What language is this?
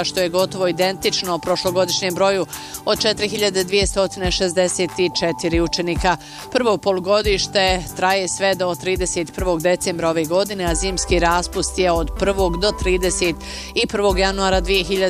Bosnian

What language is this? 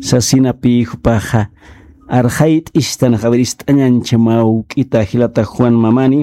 Aymara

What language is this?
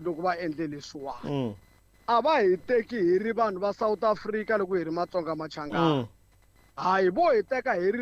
Tsonga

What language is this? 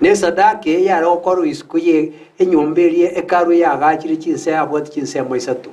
Gusii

